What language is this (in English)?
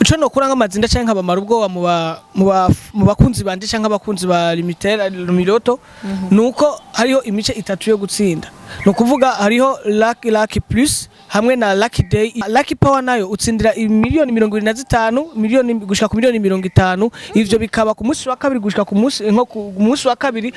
Rundi